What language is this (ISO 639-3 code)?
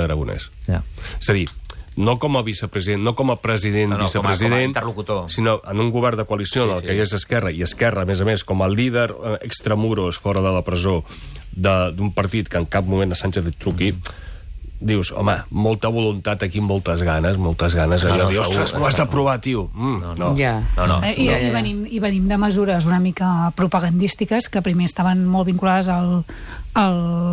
cat